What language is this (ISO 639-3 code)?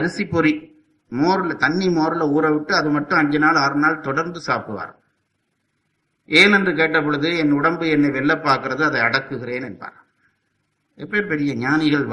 tam